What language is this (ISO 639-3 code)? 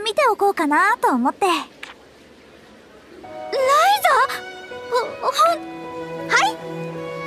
jpn